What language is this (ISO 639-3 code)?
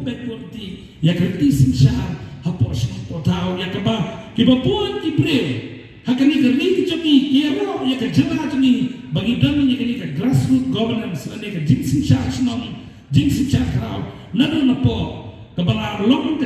kha